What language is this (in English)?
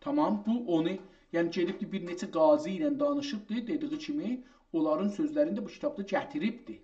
South Azerbaijani